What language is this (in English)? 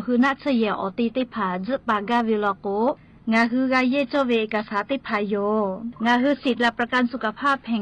Lahu